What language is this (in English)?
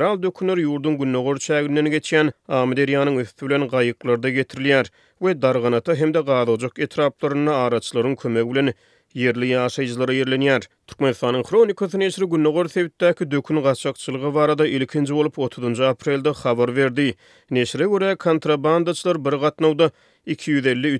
Turkmen